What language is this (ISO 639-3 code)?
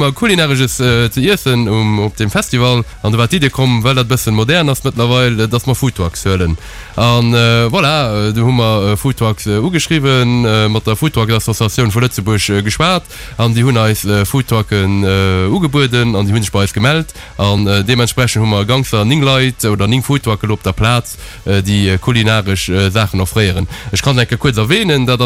ltz